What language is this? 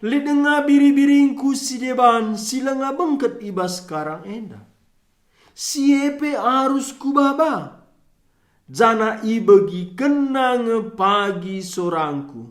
Batak Karo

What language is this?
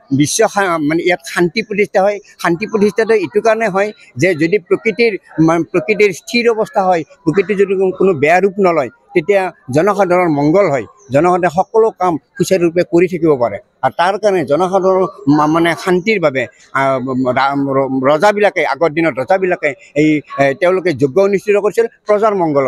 Assamese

